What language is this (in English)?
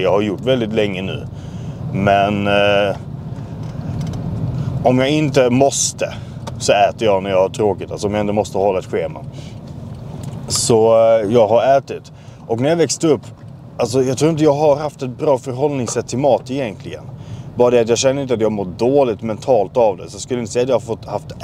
Swedish